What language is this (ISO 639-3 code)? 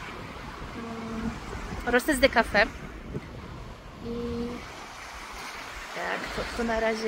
pol